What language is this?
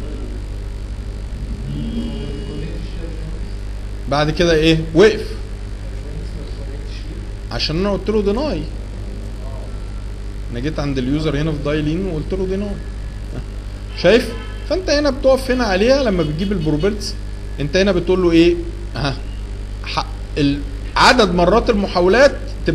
Egyptian Arabic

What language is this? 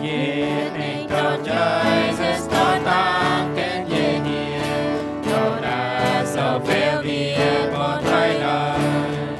Plautdietsch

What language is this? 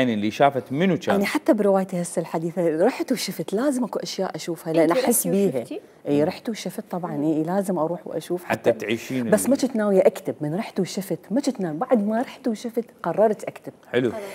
Mesopotamian Arabic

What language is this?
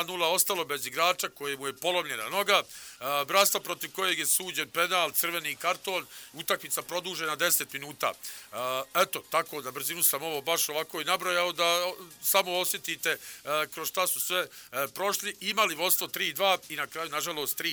Bosnian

